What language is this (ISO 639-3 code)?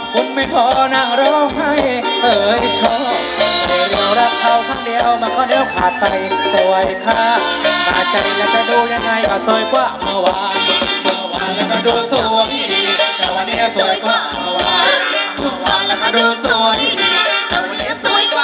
tha